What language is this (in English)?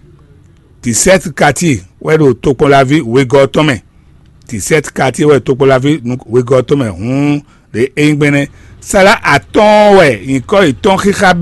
Fon